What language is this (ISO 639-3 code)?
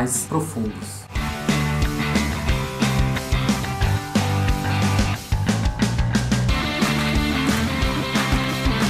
por